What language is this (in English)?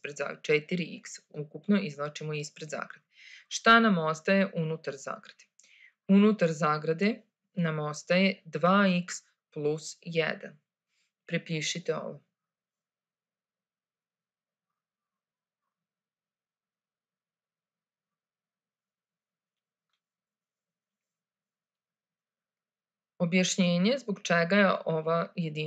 Serbian